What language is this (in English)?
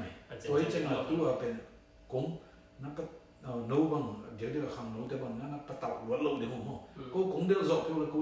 Tedim Chin